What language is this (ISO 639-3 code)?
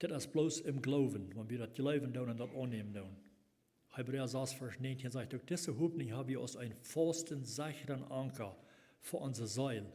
pdt